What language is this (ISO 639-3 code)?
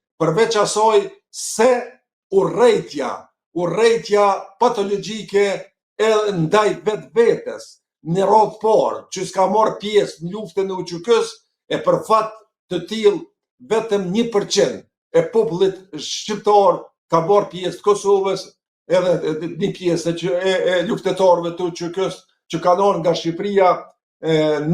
sqi